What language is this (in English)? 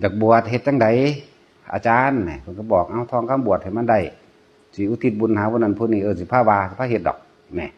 Northeastern Thai